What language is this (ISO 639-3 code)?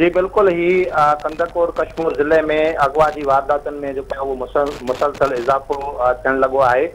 snd